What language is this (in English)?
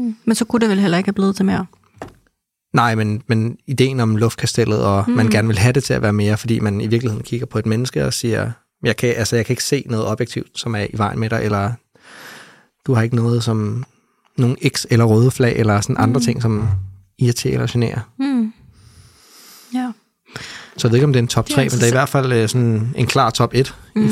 Danish